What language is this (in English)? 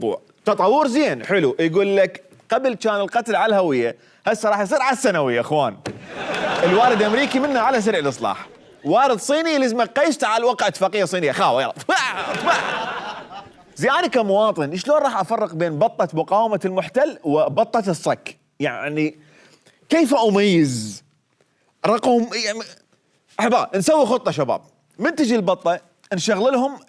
Mesopotamian Arabic